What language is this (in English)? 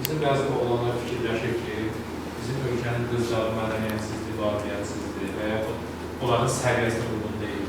Azerbaijani